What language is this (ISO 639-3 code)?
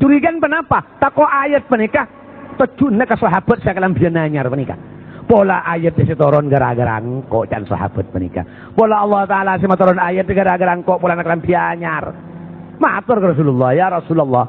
mad